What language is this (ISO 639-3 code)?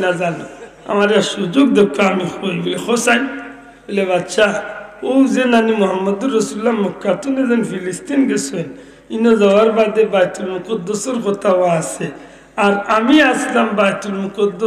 syl